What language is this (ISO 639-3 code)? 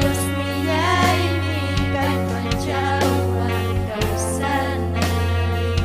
quy